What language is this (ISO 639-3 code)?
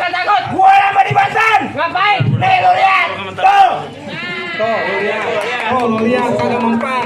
bew